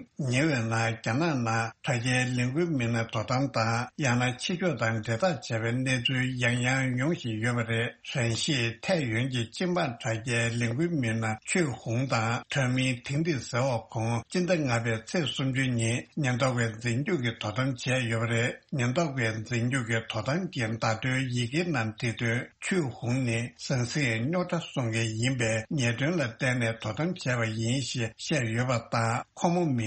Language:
Tibetan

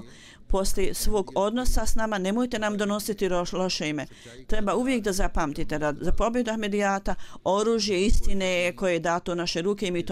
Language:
Bosnian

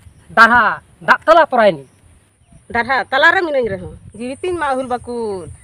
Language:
Santali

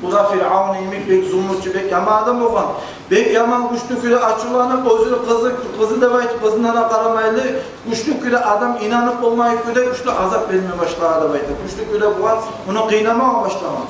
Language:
Kumyk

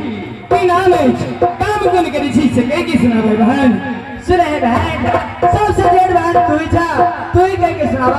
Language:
Maithili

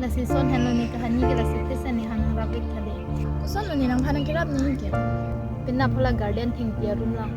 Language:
Karbi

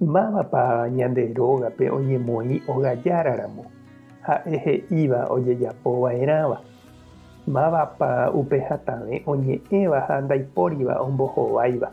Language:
Guarani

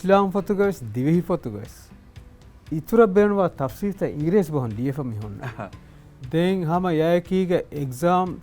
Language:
Divehi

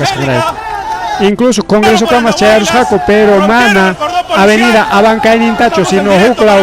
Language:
Ayacucho Quechua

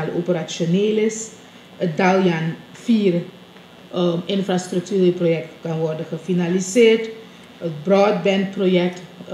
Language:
Dutch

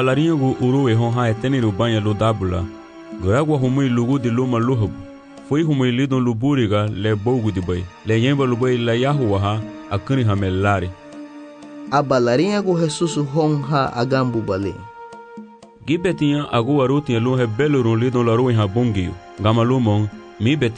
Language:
Garifuna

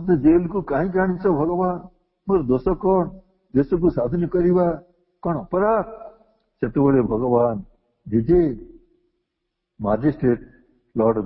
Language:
Odia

